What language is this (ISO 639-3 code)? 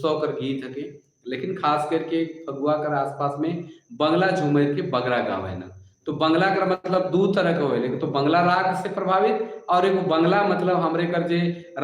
sck